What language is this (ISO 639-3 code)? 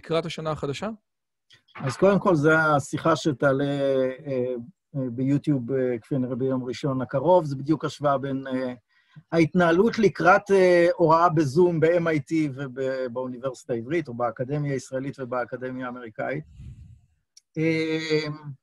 heb